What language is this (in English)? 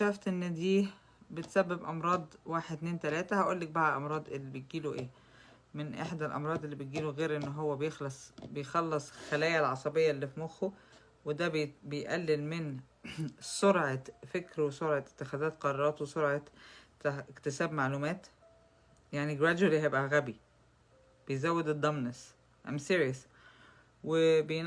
Egyptian Arabic